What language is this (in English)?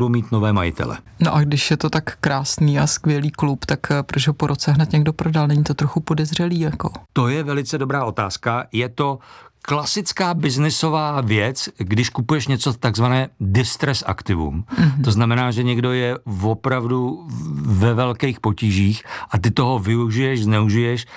Czech